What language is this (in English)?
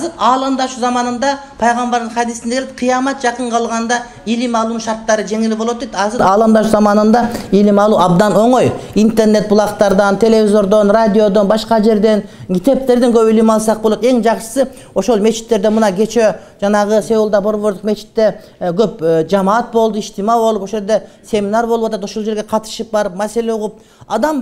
Kyrgyz